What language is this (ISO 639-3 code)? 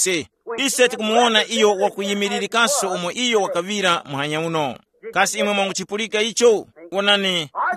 tum